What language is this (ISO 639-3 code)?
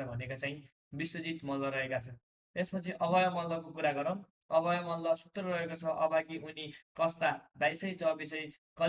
nep